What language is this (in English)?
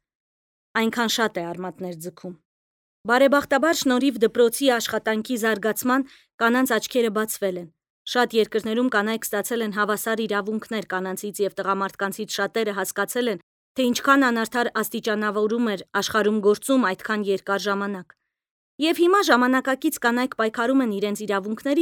Armenian